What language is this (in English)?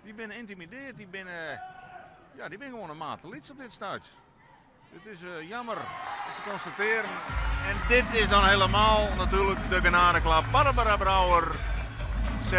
Western Frisian